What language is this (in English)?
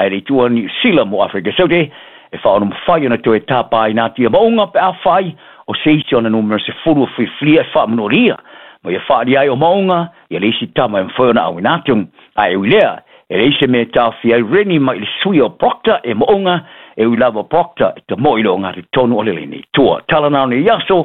Samoan